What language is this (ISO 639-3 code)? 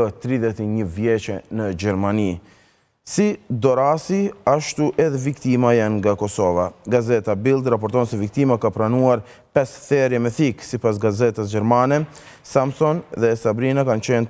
sqi